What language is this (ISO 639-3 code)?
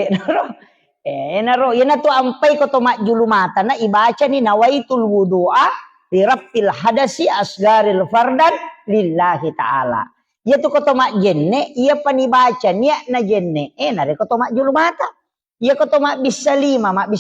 bug